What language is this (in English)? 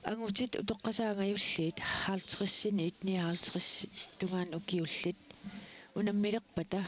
Kalaallisut